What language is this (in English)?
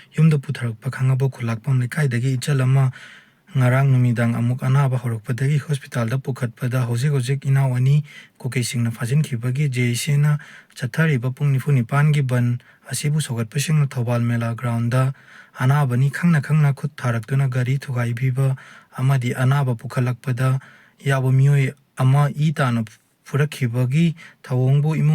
Manipuri